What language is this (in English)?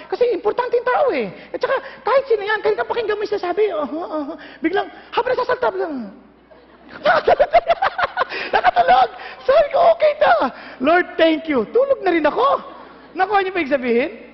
Filipino